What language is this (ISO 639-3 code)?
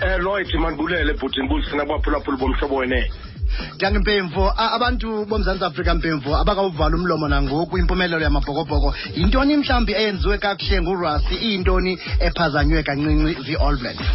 xho